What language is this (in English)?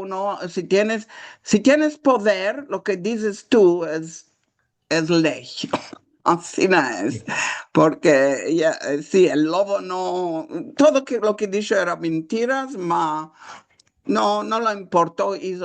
Ladino